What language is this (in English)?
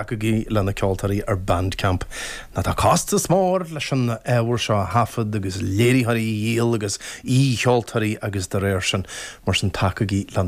Irish